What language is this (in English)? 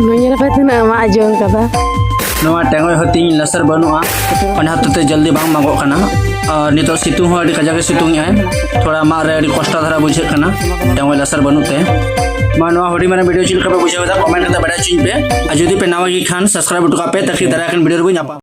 Santali